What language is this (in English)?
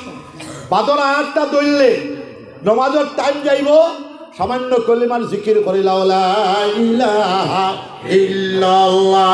Sylheti